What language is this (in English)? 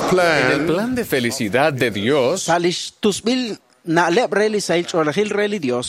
Kekchí